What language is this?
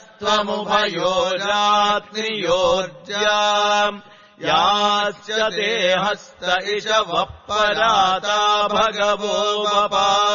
Sanskrit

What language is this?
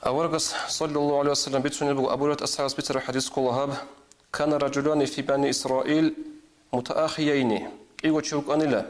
Avaric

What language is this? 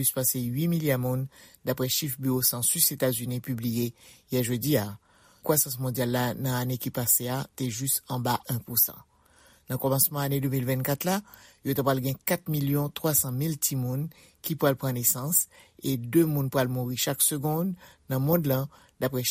Haitian Creole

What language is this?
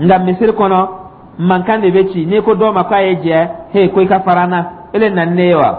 Dyula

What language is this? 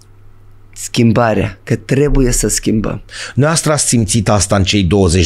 Romanian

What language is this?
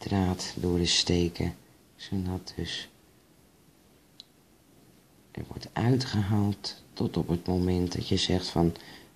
Dutch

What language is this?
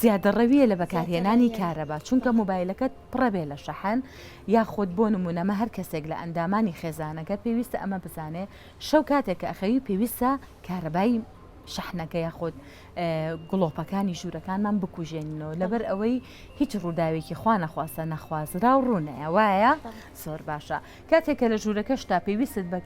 Central Kurdish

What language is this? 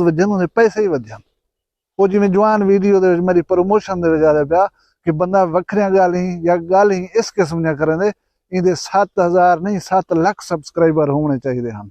Saraiki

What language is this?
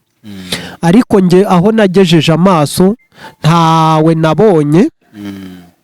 Kinyarwanda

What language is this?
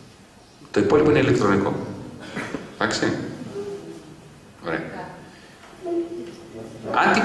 Greek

